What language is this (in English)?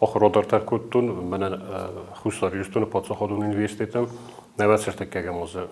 Ossetic